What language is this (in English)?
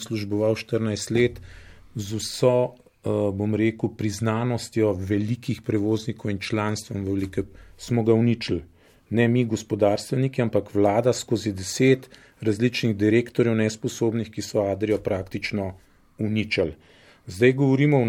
Slovenian